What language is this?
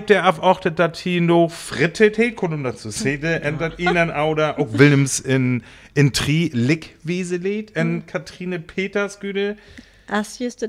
Northern Frisian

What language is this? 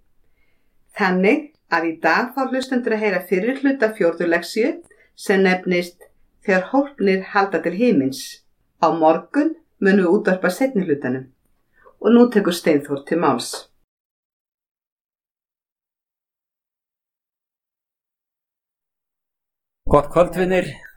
Icelandic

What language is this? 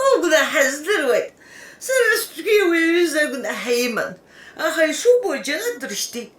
Abkhazian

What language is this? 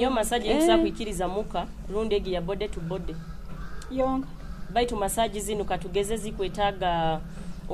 Nyoro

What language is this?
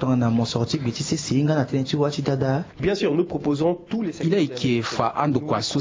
Sango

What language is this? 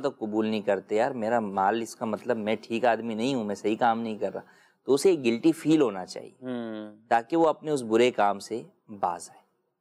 Urdu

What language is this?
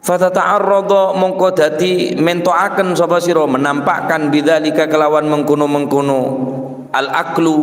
Madurese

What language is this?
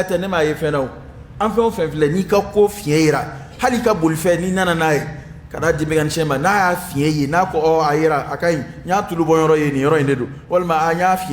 Dyula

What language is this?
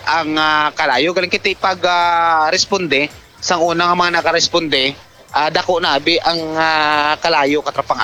Hiligaynon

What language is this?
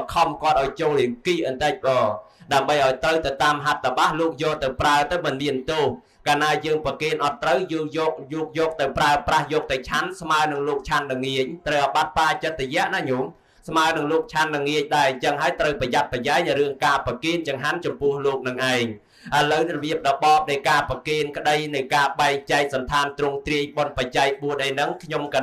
Khmer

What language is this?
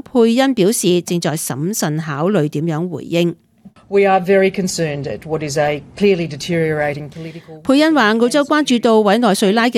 Cantonese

